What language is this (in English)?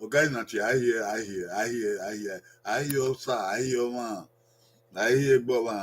Bini